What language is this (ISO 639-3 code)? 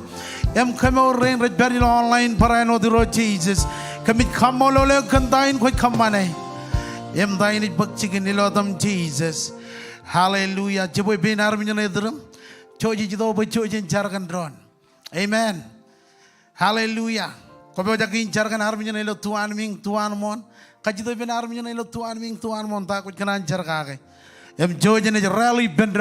mah